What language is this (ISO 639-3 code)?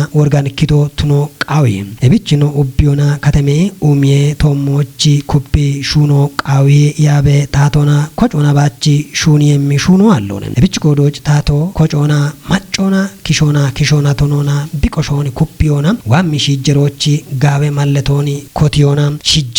kbr